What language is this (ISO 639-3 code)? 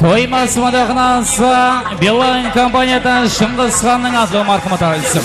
kaa